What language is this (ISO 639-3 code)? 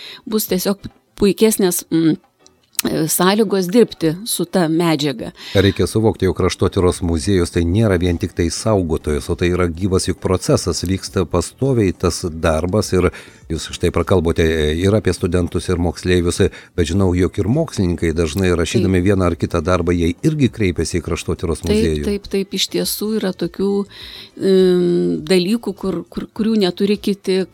lit